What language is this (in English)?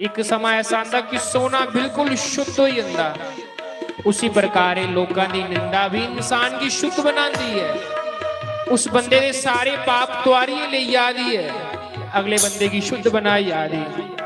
Dogri